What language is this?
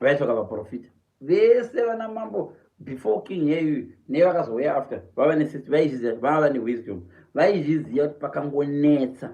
Shona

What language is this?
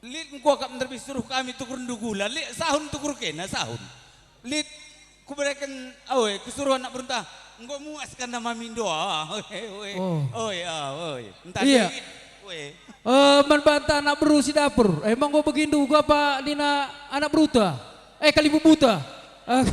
Batak Karo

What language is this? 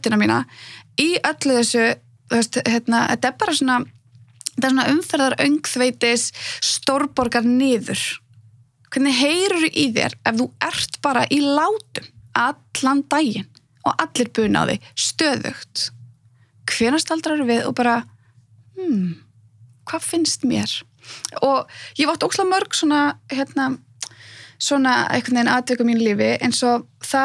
Icelandic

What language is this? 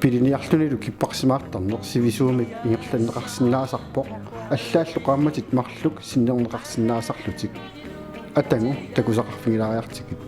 Kalaallisut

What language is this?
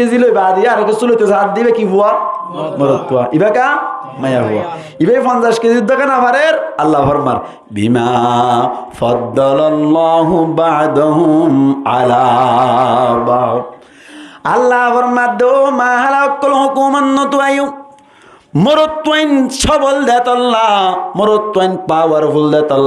Rohingya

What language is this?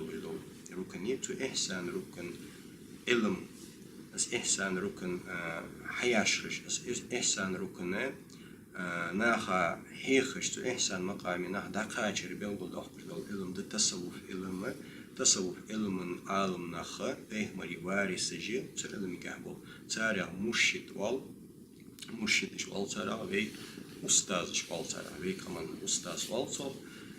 Ingush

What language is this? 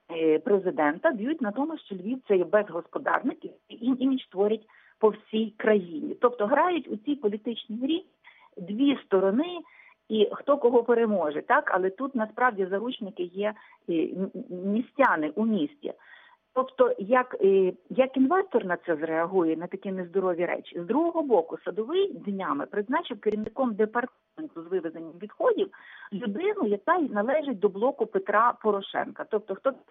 Ukrainian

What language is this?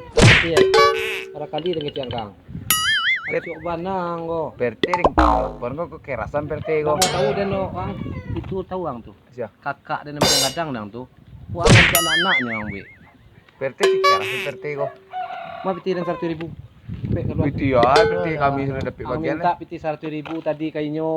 Minangkabau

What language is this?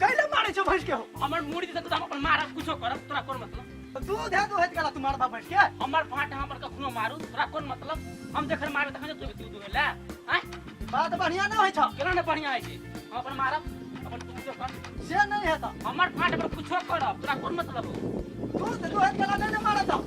Maithili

